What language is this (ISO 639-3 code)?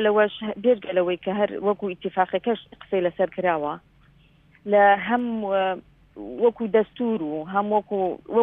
ckb